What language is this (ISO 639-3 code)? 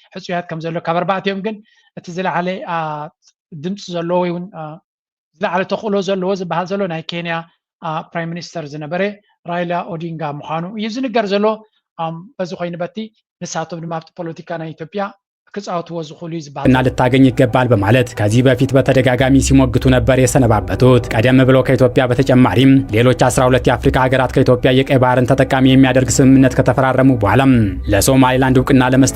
tir